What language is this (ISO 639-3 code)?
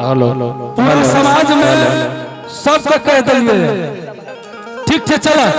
anp